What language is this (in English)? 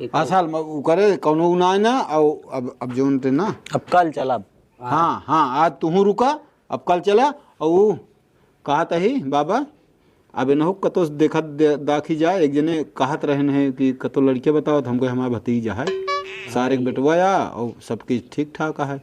Awadhi